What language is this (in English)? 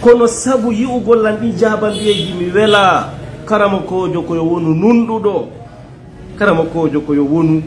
Fula